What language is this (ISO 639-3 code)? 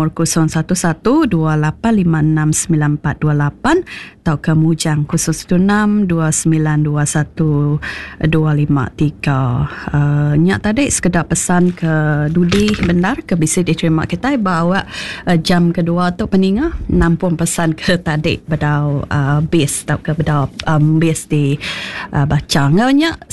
iba